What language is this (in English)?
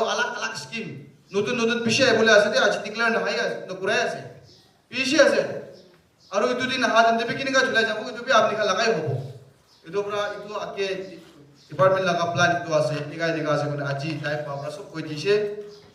Naga Pidgin